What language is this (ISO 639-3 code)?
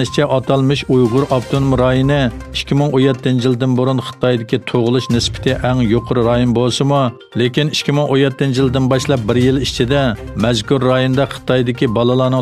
uig